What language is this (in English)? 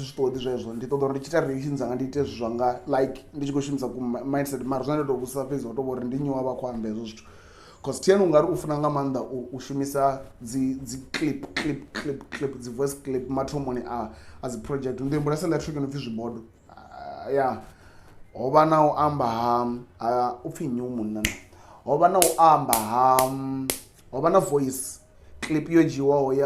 Venda